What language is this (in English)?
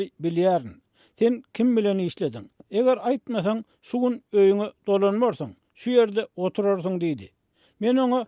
Turkmen